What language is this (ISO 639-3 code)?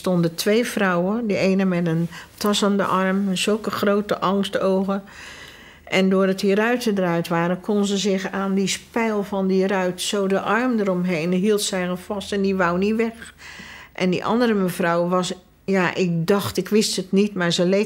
nld